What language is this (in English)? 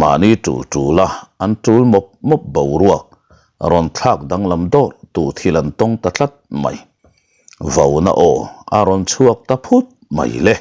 Mizo